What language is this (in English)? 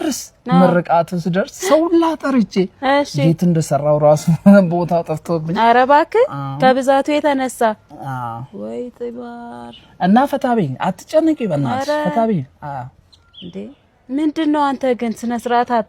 Amharic